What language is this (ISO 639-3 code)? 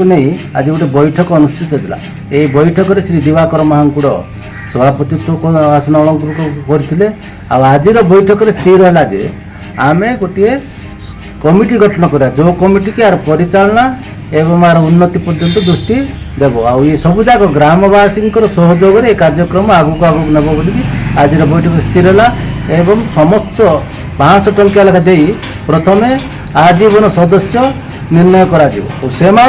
ori